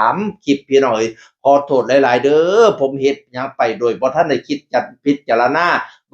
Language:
Northeastern Thai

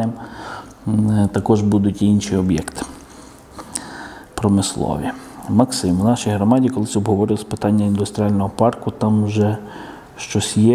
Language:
Ukrainian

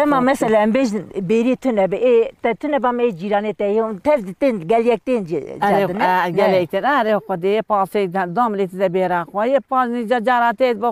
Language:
Kurdish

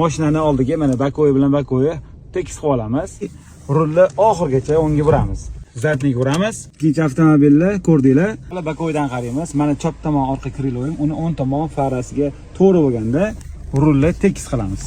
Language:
Uzbek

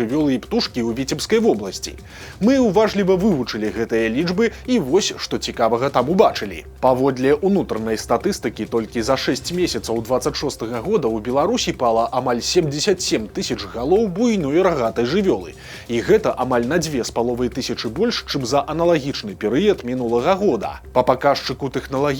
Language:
Belarusian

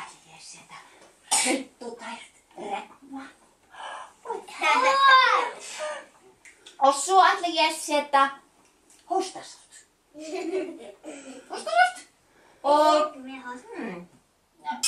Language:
Icelandic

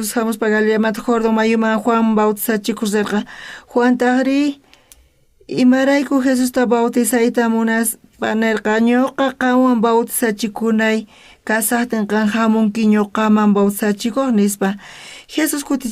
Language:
South Bolivian Quechua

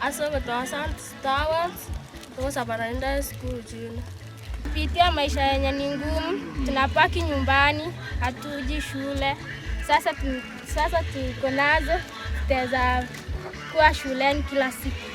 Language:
Gusii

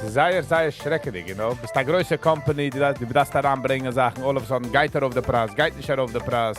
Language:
Yiddish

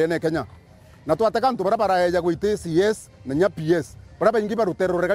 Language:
Meru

